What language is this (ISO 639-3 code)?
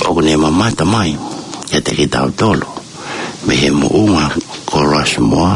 ton